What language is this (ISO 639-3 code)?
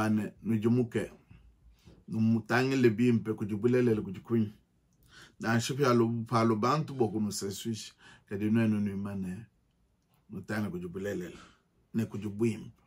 lua